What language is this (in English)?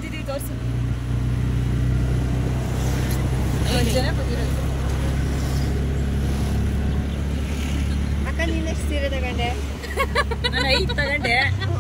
Kannada